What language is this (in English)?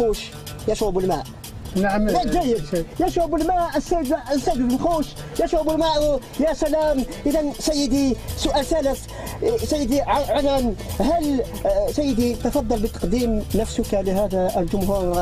Algerian Arabic